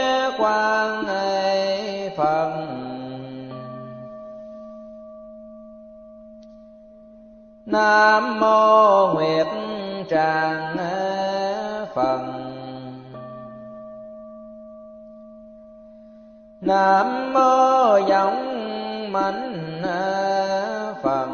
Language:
Vietnamese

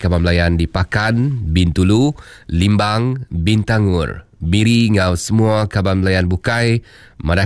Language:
Iban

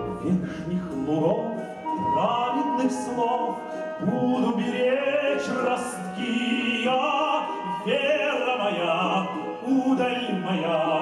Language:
Russian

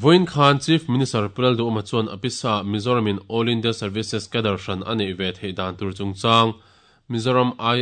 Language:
Mizo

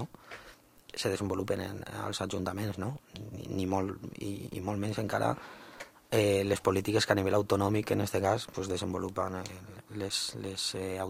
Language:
Catalan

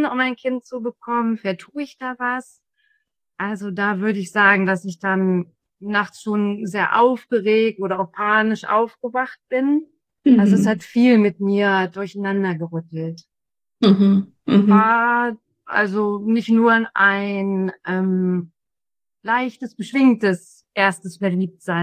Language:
German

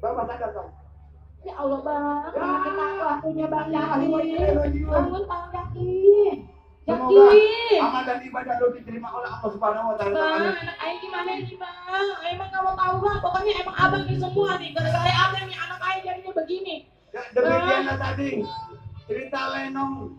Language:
Betawi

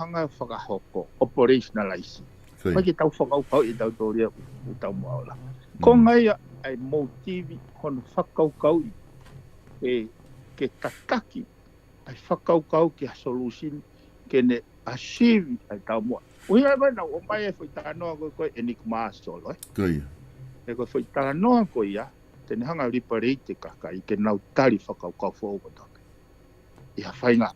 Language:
Tongan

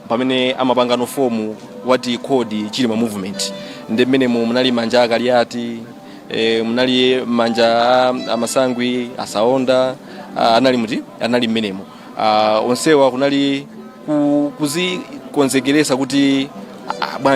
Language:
Nyanja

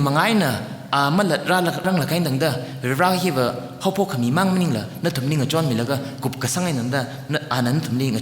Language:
Tangkhul Naga (India)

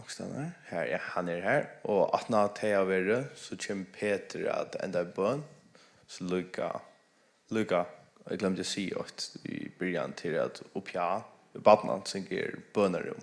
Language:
Faroese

